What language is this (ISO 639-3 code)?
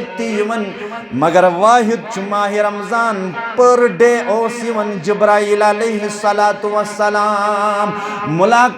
kas